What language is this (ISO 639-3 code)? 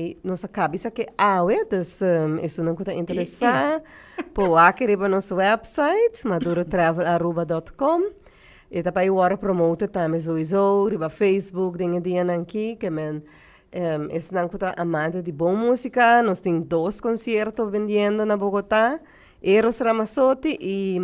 pap